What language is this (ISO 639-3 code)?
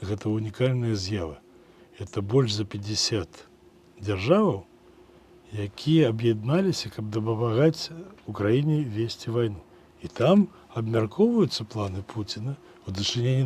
bel